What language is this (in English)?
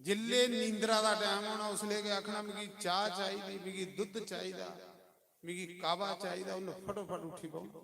Dogri